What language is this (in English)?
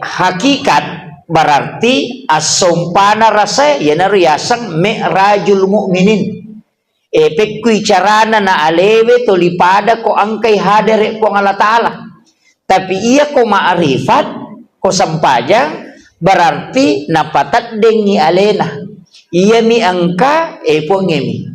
Buginese